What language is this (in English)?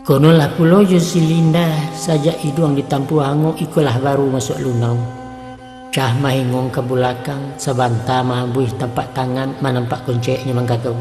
Minangkabau